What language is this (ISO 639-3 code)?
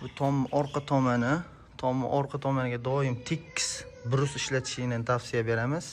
uzb